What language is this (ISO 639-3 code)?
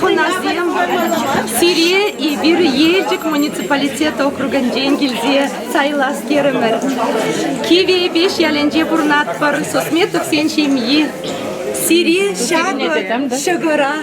chv